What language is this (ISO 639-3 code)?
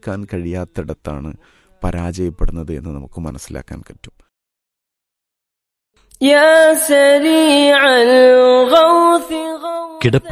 mal